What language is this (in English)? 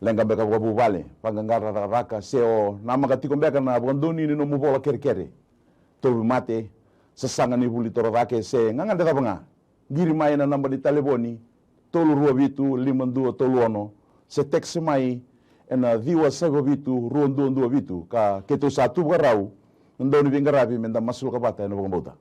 Fijian